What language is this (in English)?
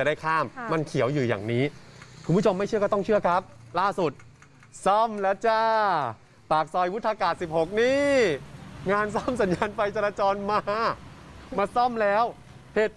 Thai